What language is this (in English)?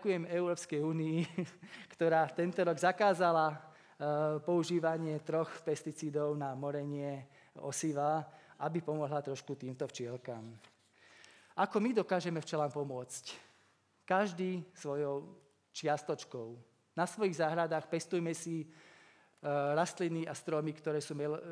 Slovak